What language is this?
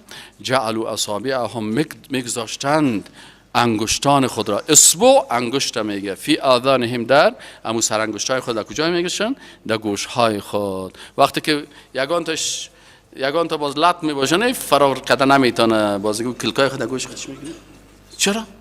Persian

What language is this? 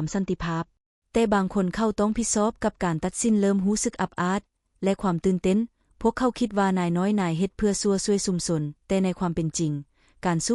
Lao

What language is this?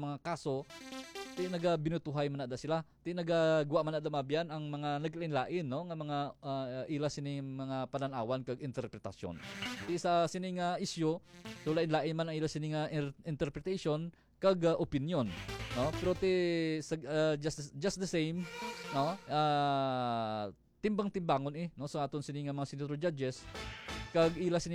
Hiligaynon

